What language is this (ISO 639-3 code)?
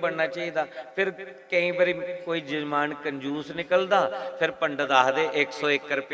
doi